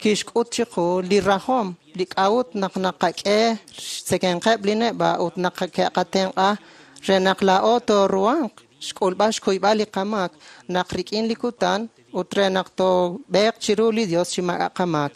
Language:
Kekchí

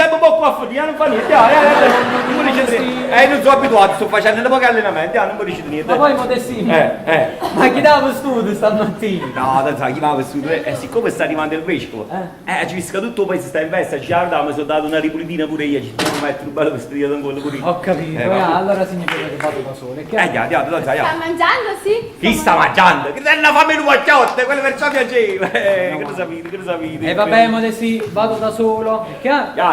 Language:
Neapolitan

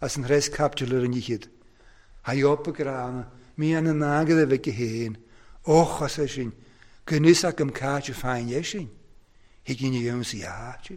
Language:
Welsh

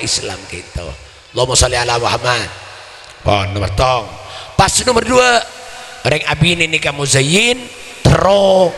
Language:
Madurese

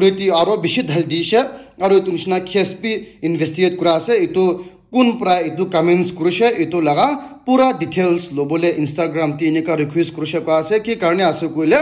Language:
Naga Pidgin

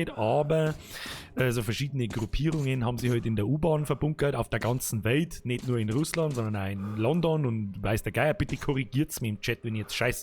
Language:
Bavarian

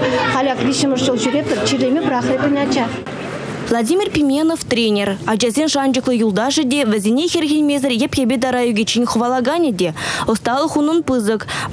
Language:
Chuvash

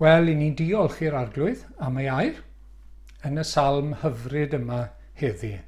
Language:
Welsh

